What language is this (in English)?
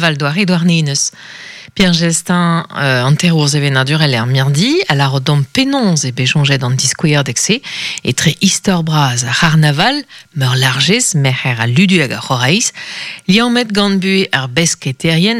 Breton